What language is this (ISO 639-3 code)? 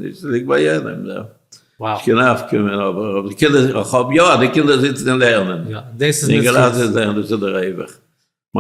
yid